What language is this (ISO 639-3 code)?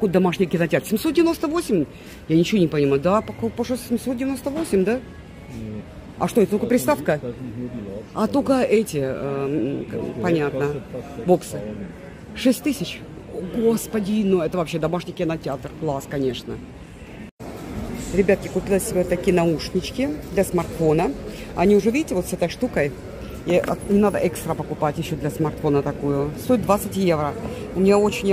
rus